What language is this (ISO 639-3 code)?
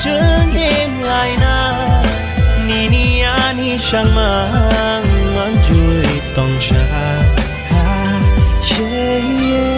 trp